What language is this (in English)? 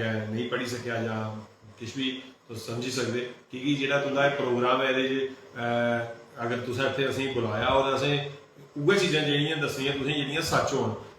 Dogri